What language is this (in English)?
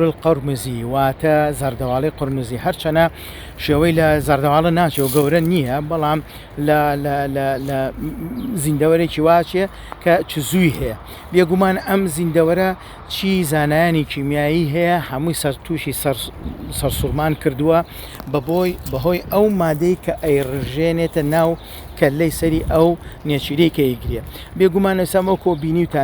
Central Kurdish